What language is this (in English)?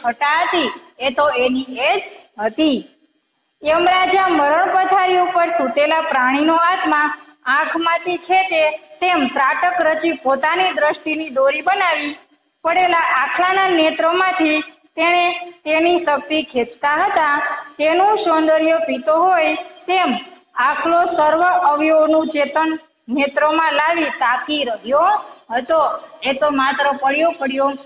Gujarati